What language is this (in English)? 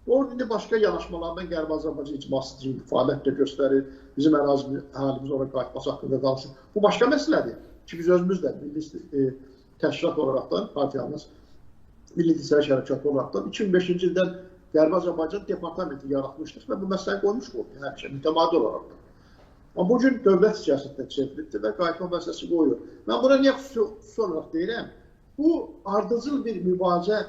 Azerbaijani